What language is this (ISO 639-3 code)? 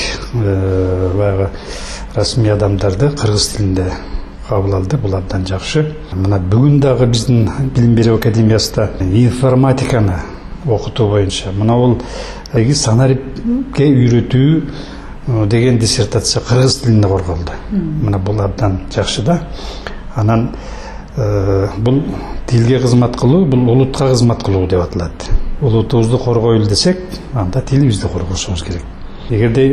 kir